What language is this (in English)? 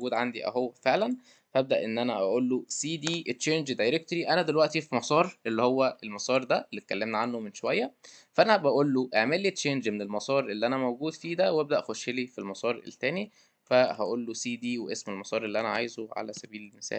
Egyptian Arabic